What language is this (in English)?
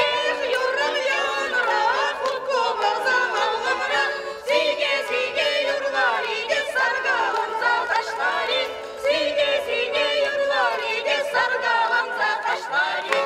Chuvash